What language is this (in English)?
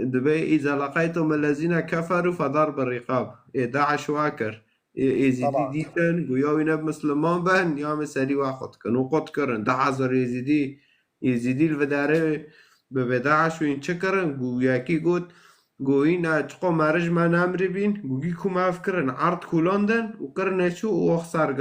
Kurdish